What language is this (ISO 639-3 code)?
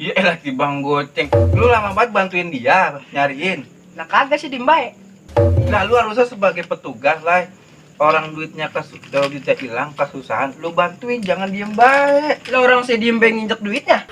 bew